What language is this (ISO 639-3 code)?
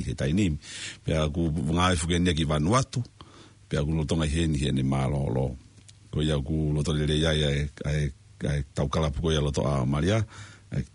ton